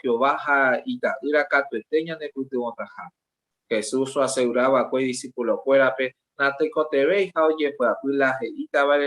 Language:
Guarani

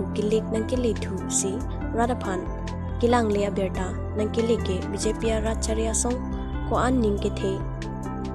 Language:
Karbi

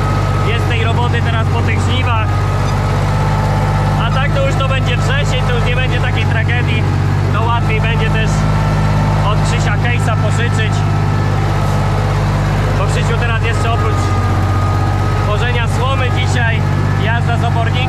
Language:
Polish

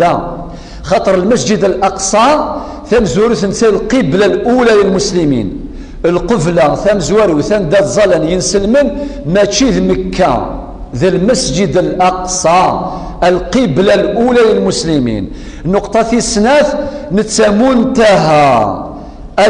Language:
Kabyle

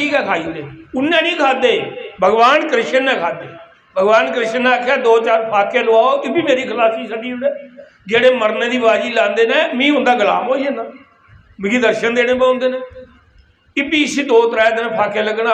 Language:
Dogri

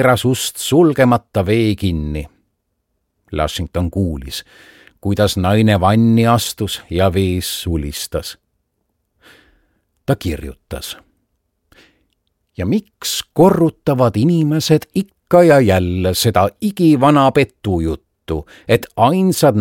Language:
Estonian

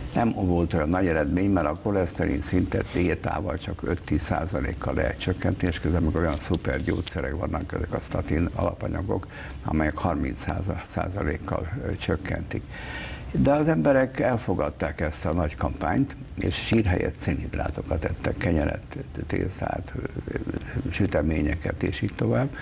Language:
Hungarian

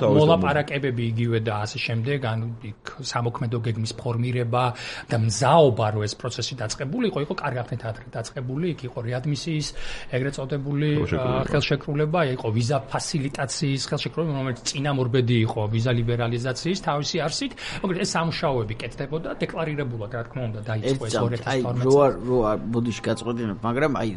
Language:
Georgian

